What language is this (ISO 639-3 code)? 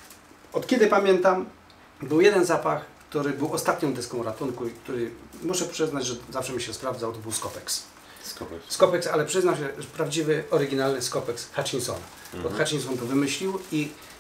pol